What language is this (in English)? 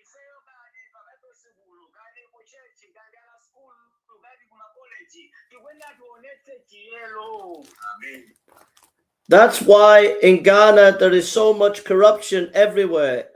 Nyanja